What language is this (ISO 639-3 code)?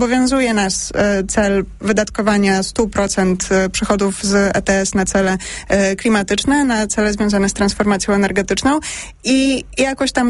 pol